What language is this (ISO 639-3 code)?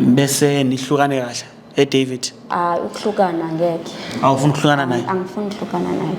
zul